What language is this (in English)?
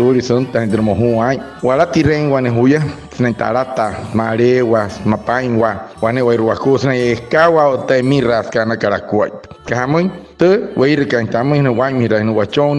Wayuu